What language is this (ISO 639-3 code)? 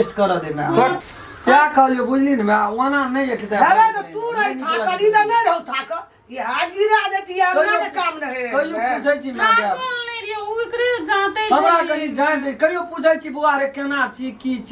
mai